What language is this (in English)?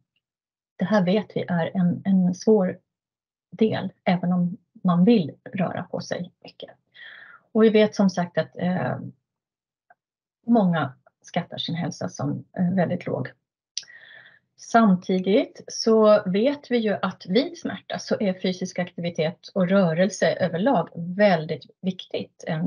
Swedish